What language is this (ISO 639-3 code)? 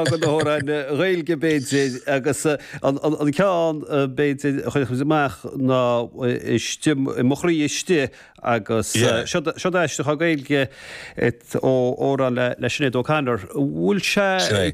gle